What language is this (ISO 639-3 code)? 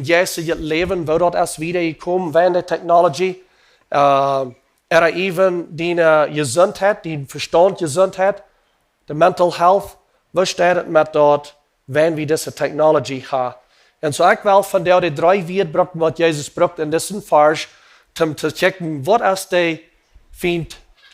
pdt